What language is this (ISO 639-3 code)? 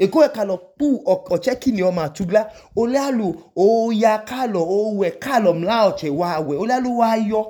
idu